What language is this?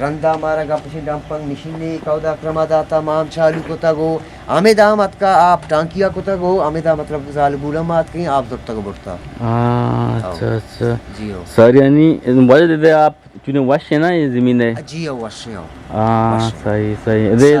Eastern Balochi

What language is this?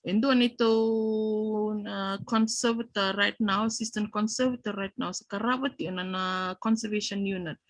Fijian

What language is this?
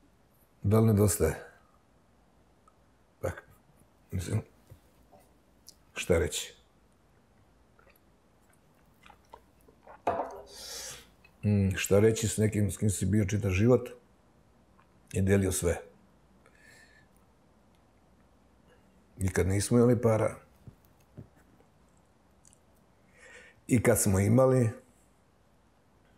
Serbian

